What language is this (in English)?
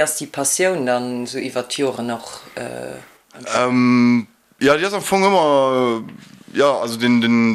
Luxembourgish